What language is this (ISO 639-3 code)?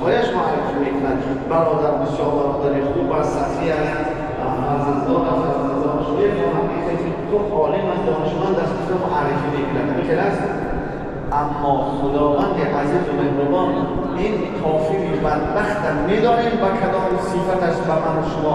tgk